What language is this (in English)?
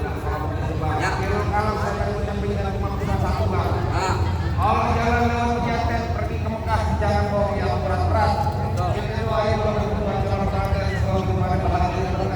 Betawi